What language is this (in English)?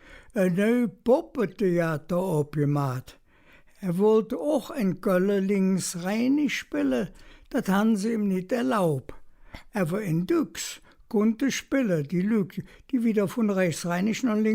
Colognian